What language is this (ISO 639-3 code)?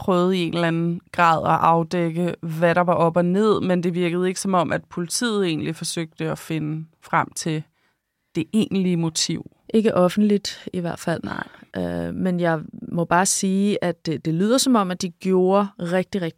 dan